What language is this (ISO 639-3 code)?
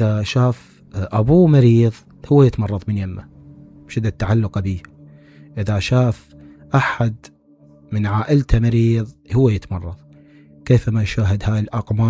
acm